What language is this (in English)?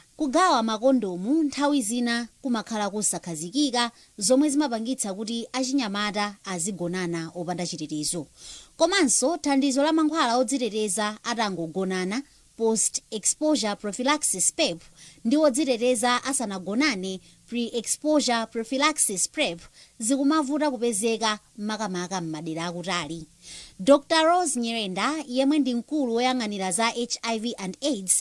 Nyanja